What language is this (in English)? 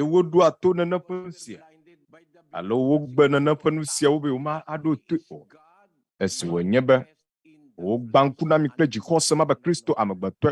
Ewe